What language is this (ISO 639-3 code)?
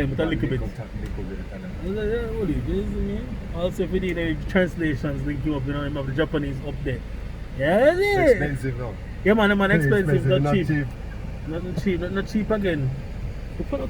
jam